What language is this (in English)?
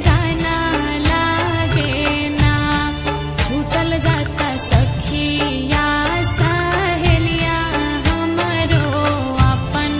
Bhojpuri